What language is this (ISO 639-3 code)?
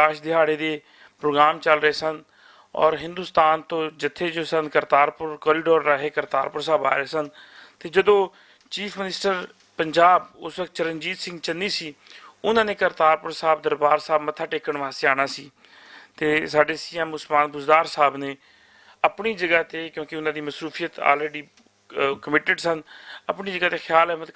lah